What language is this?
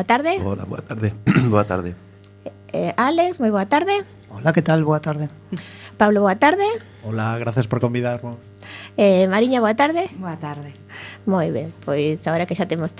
Galician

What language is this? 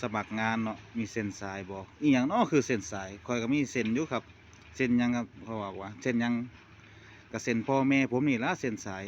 Northeastern Thai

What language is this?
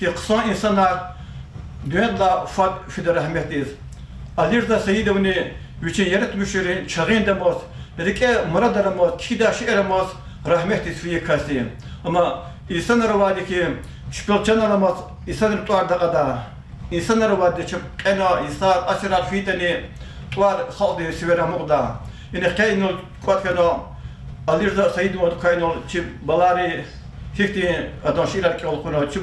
Lezghian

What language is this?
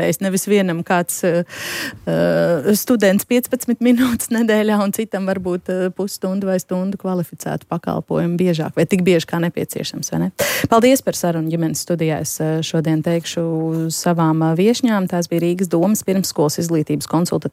Latvian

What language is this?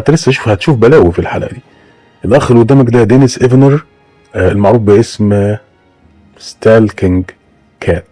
Egyptian Arabic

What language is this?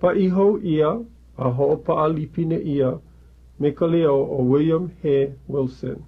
Hawaiian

